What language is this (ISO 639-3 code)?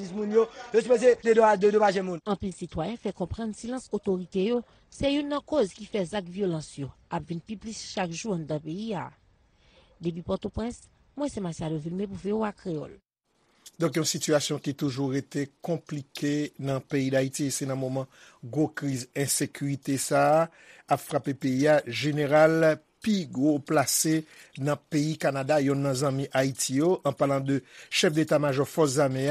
hat